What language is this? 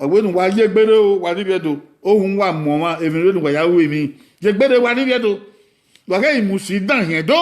Bini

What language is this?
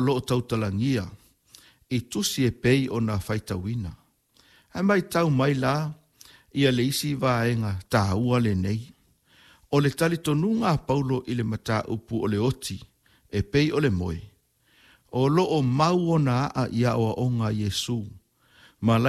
Samoan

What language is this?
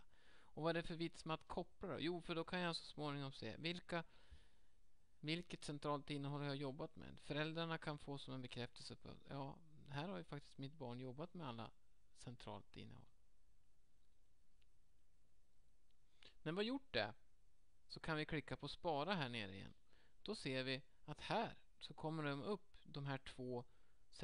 Swedish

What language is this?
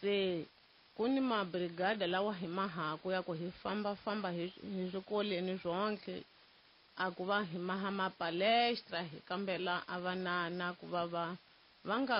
Tsonga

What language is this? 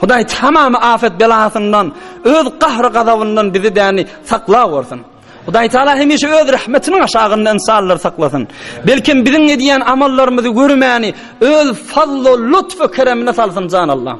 Turkmen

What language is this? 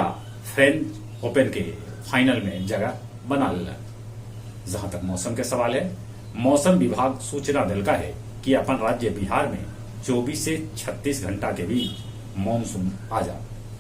Magahi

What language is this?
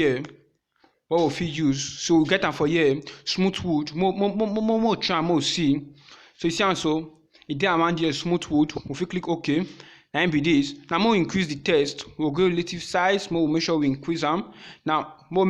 Nigerian Pidgin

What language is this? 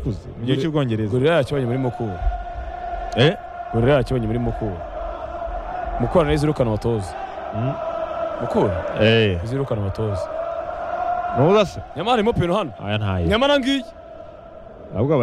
Kinyarwanda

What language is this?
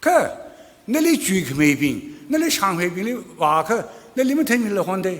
Tangkhul Naga (India)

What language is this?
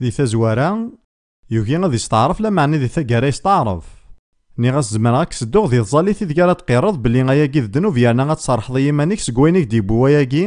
Kabyle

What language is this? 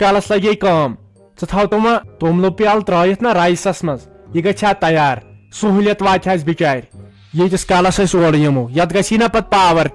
Kashmiri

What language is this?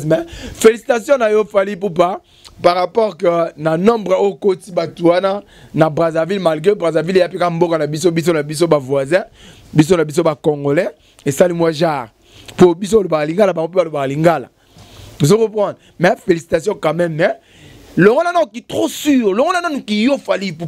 Lingala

